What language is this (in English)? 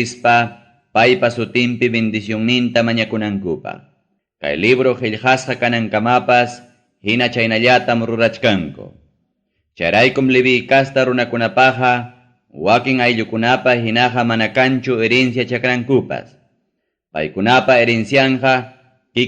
Ayacucho Quechua